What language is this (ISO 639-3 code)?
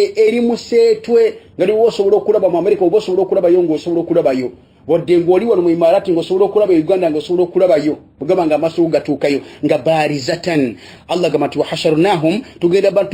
lug